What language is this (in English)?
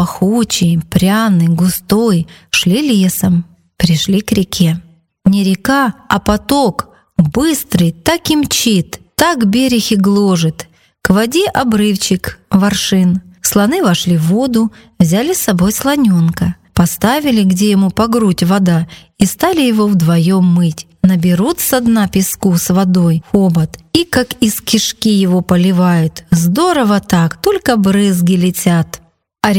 Russian